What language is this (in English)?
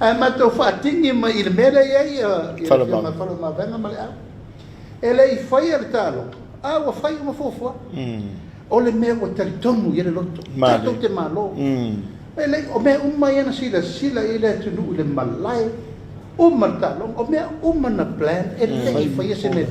Samoan